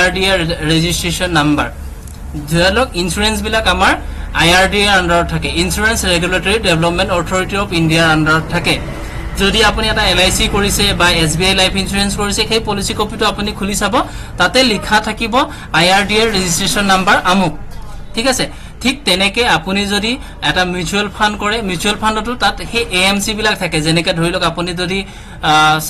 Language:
Assamese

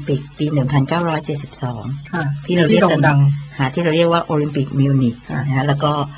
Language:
Thai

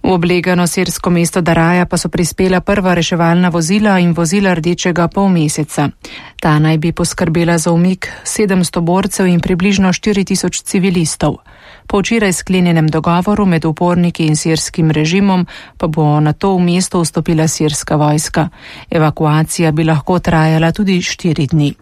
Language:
Slovenian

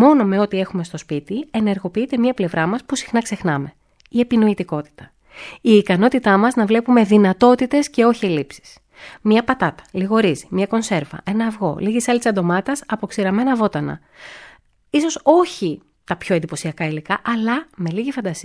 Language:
Greek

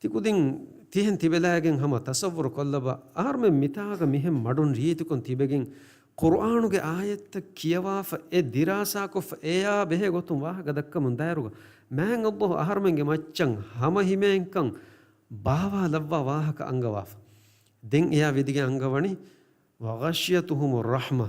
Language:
Divehi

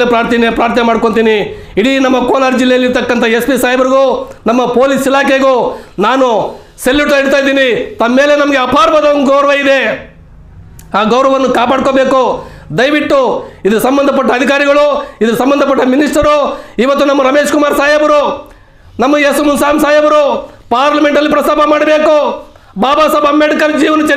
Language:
Kannada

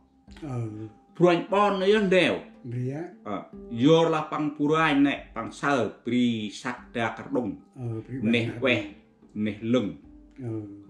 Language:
Central Mnong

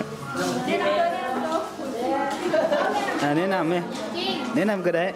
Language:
Lao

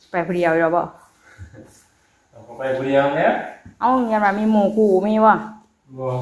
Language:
Northeastern Thai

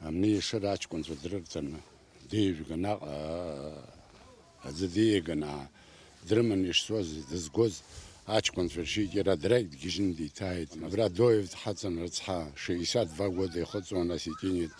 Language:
Abkhazian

